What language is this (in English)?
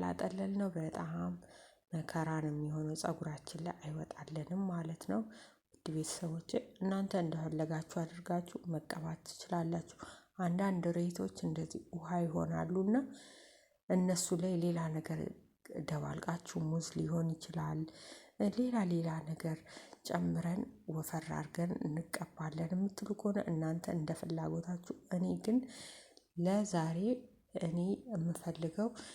Amharic